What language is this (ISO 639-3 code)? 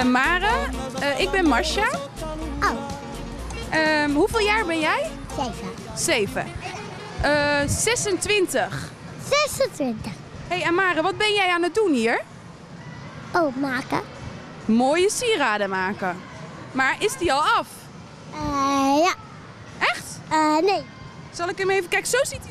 nld